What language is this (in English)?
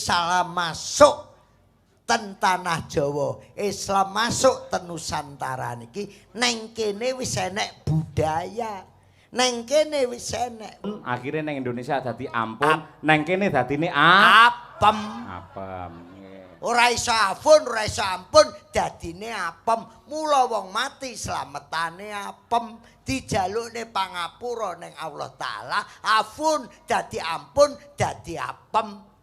Javanese